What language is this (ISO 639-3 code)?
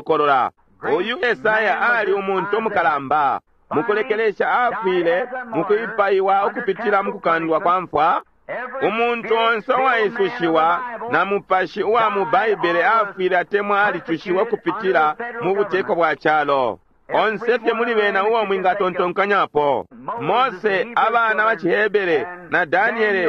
bem